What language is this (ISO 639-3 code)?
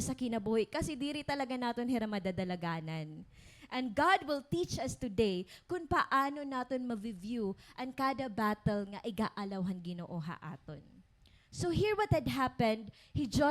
war